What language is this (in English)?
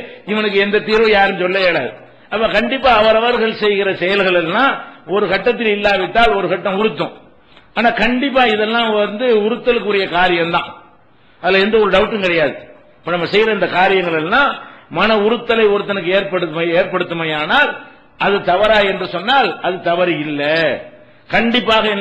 Tamil